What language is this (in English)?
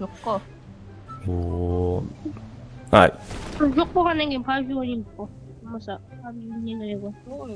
Kara-Kalpak